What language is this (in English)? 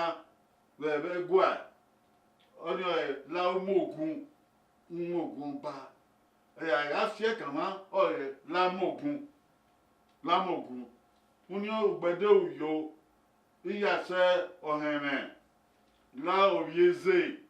Bini